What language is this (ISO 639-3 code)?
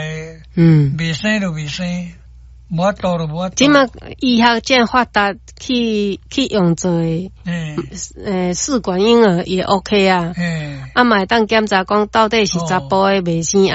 nan